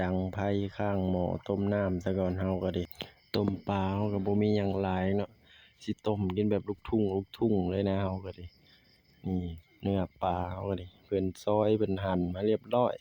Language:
Lao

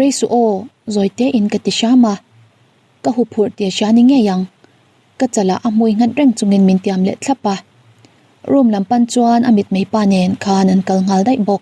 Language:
Mizo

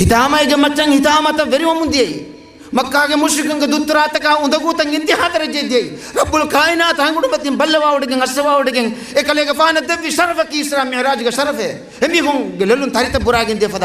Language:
Divehi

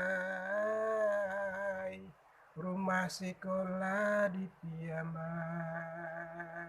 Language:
Minangkabau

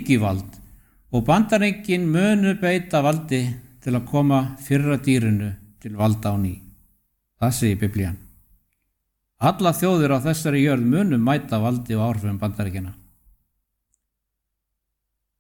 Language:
Icelandic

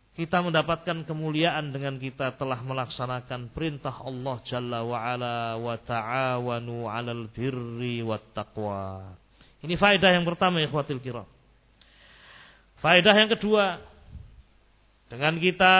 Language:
Indonesian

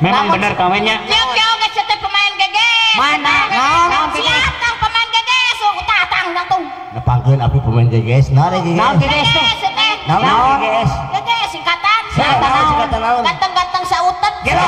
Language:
Sundanese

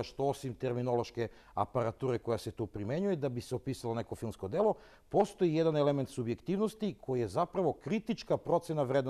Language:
Serbian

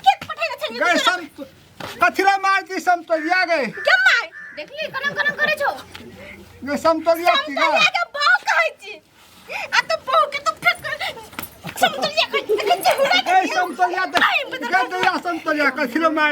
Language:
Maithili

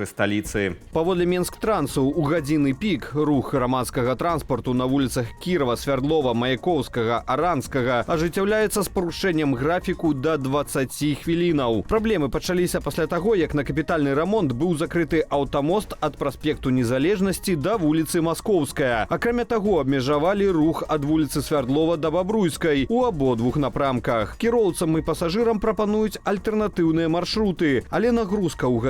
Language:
Belarusian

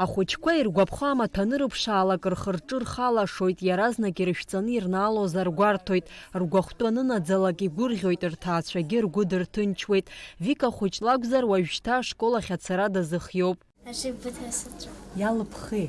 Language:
Abkhazian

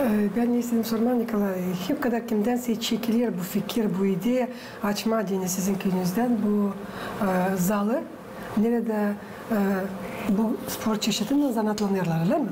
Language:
Gagauz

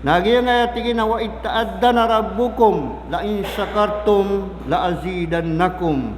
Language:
Maranao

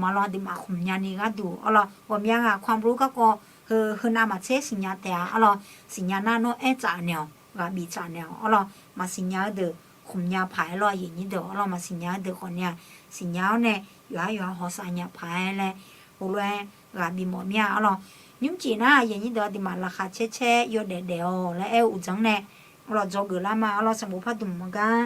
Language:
Akha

